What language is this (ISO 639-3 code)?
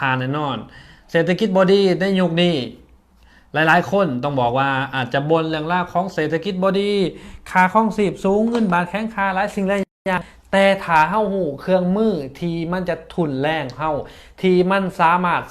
lao